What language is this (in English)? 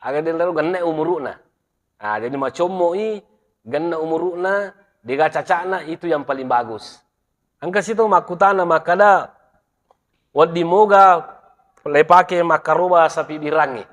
Buginese